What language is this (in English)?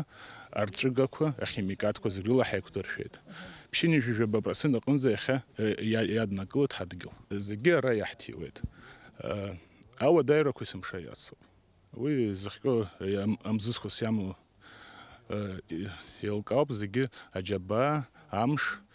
Abkhazian